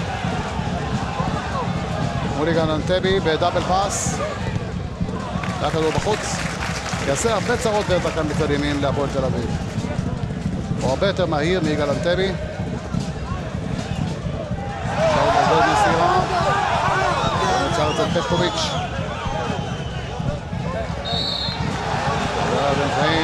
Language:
Hebrew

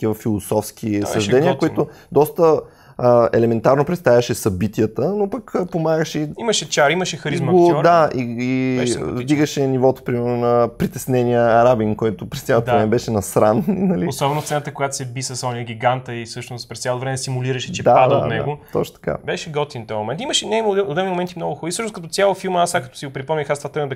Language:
Bulgarian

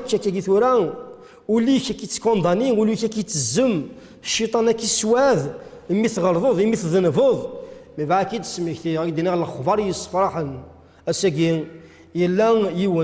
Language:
Kabyle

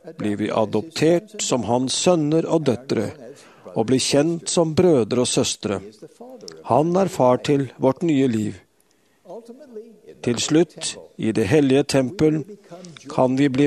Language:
Norwegian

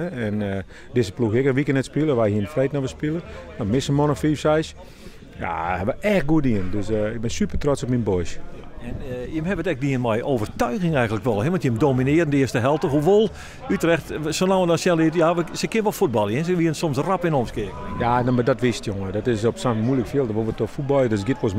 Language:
Western Frisian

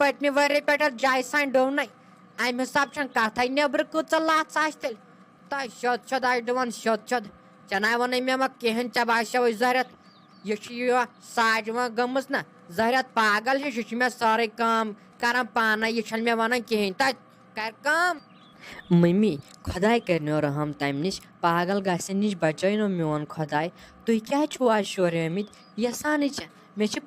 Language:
Kashmiri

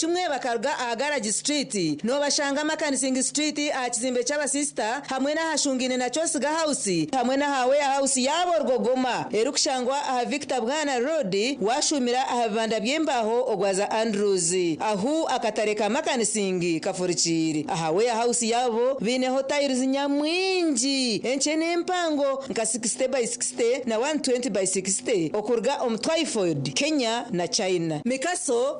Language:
Nyankole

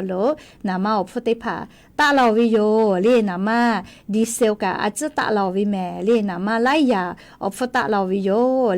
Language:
Lahu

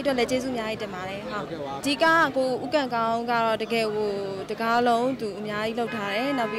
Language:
Burmese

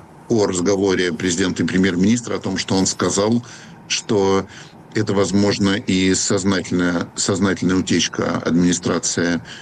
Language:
Russian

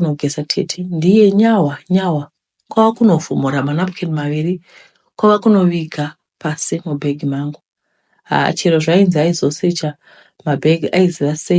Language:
Shona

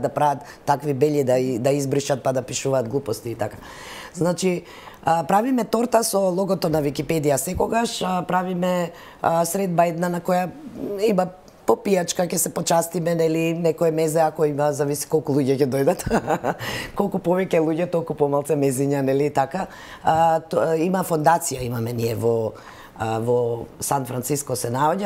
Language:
Macedonian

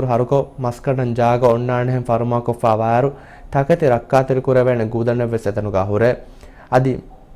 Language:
Divehi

